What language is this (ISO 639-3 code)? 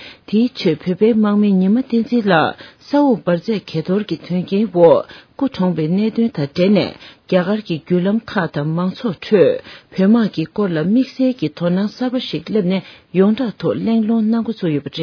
bod